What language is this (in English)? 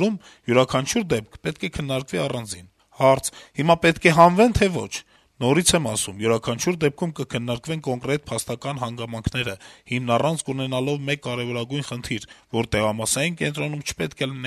Armenian